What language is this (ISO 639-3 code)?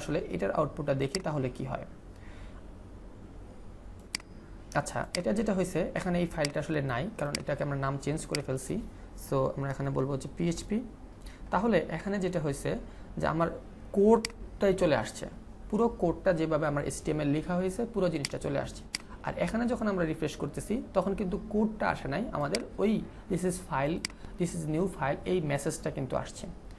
ben